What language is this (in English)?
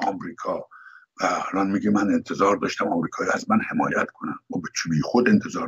Persian